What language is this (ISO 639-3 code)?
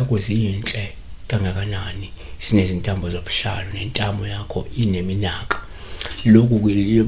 zul